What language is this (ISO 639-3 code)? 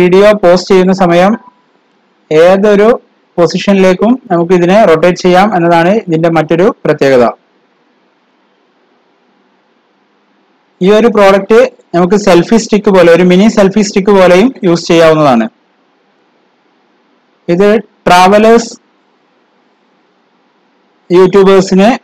mal